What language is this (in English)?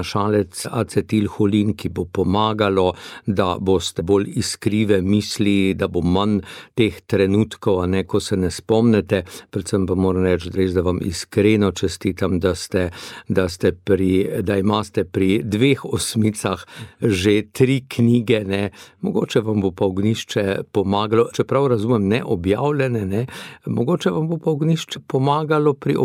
Slovenian